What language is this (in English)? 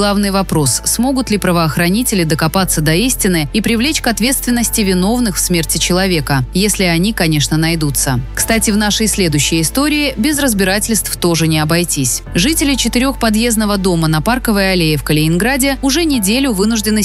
Russian